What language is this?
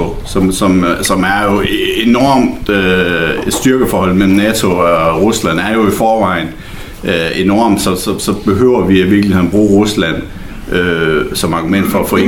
Danish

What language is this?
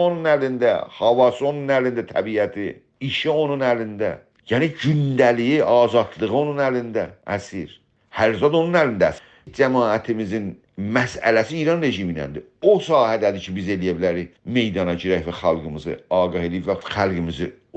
South Azerbaijani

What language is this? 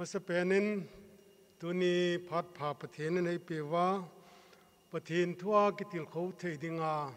Thado Chin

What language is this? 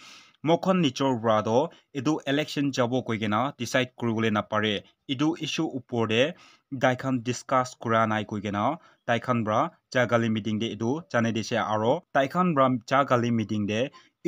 Naga Pidgin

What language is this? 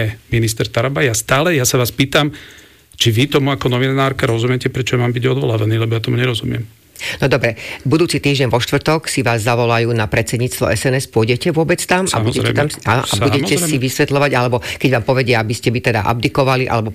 Slovak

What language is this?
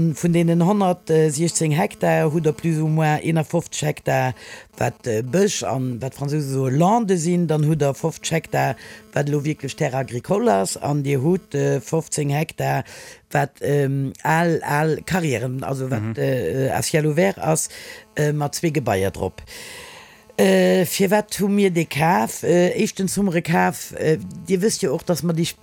Luxembourgish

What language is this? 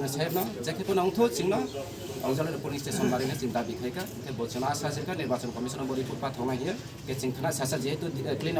Kok Borok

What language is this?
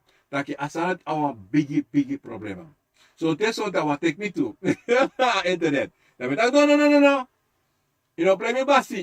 Sranan Tongo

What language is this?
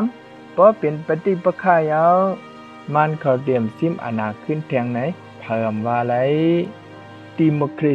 Shan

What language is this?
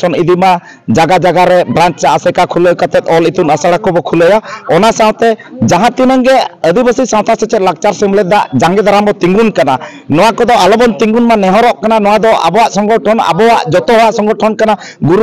Santali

